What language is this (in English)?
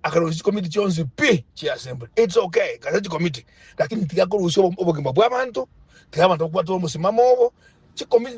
Gusii